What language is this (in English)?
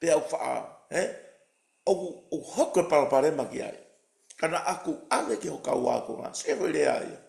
Tongan